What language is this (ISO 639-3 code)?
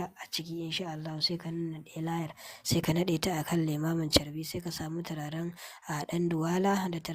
hau